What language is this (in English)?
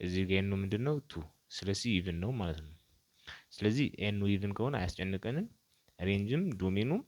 Amharic